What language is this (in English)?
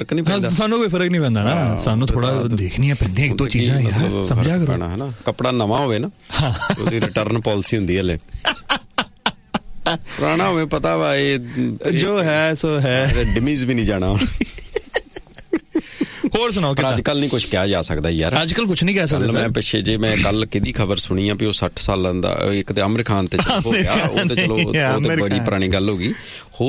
Punjabi